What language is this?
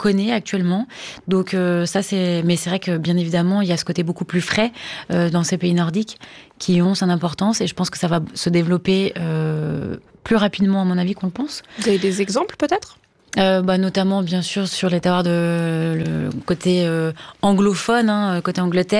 French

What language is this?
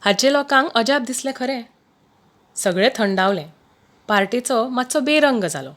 Konkani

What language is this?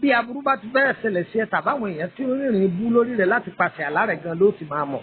Yoruba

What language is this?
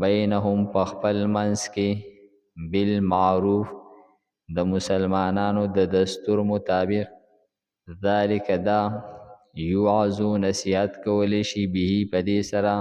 Pashto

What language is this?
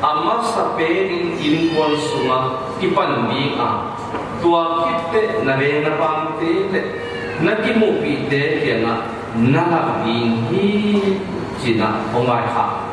Tedim Chin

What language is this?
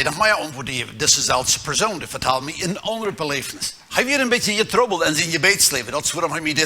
Plautdietsch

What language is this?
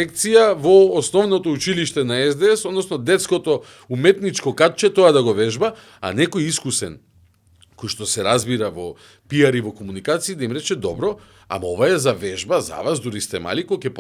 Macedonian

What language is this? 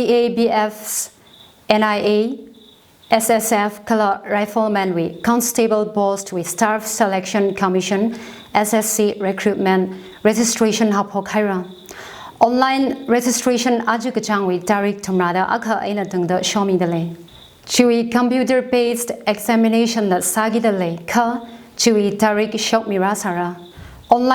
Tangkhul Naga (India)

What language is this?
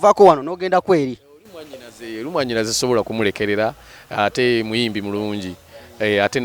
Ganda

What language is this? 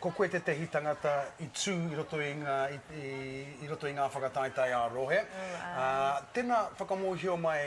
Māori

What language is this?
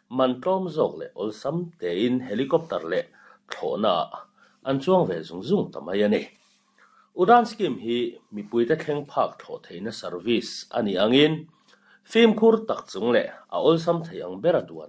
Mizo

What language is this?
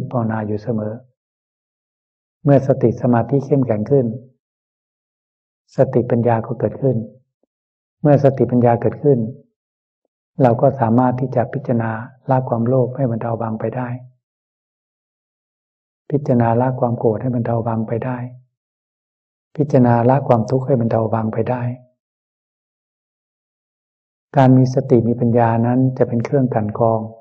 Thai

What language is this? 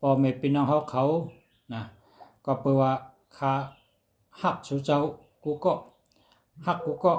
Shan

